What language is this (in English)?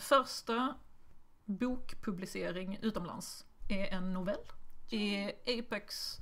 Swedish